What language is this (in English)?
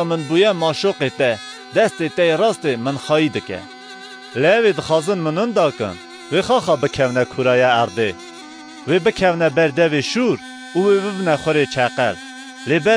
Kurdish